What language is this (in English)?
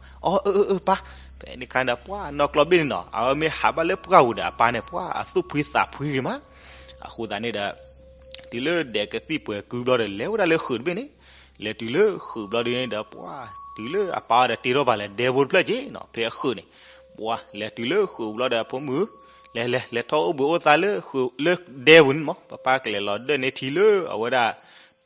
S'gaw Karen